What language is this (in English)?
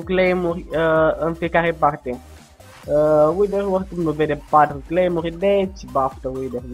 Romanian